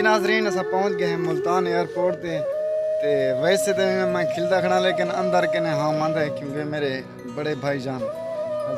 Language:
Saraiki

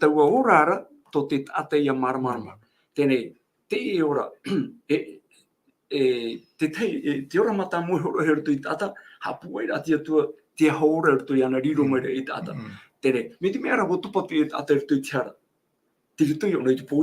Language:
Tahitian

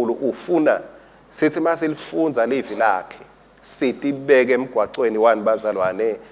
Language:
Swati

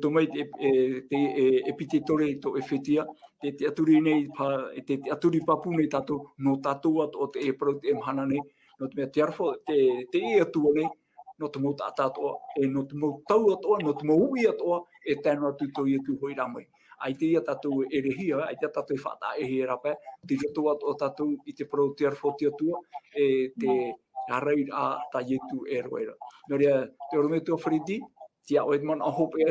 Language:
Tahitian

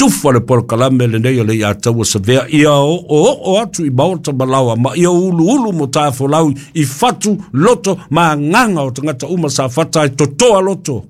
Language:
Samoan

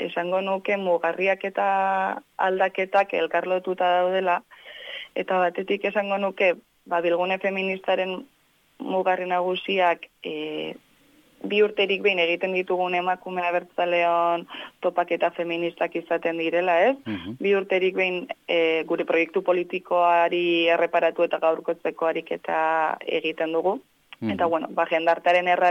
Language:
Basque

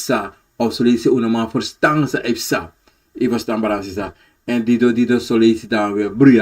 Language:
Sranan Tongo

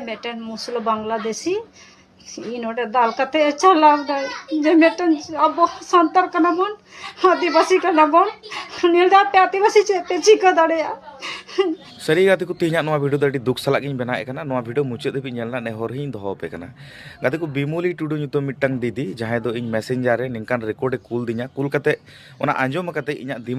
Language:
Santali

